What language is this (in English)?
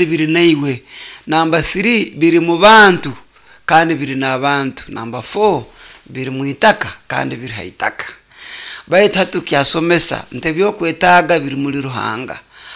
Nyoro